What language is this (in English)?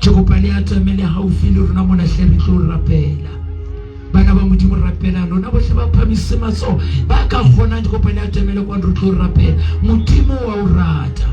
Southern Sotho